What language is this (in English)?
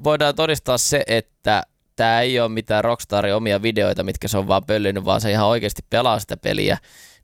Finnish